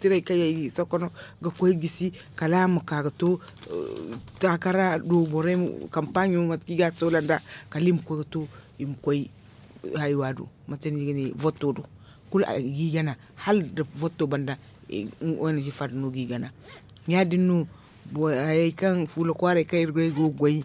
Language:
Zarma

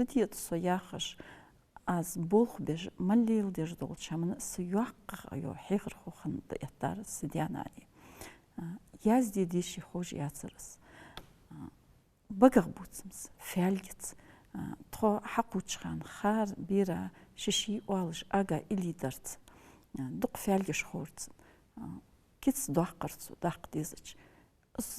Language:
Ingush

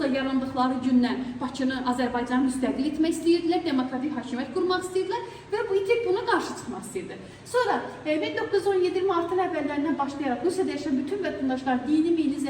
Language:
Azerbaijani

